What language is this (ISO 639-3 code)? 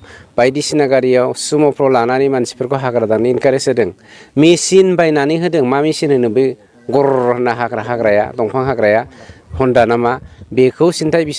brx